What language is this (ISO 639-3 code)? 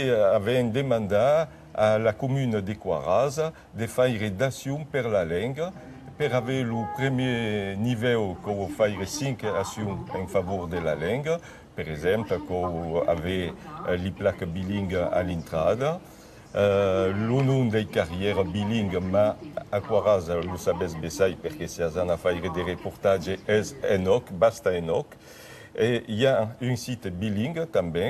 oci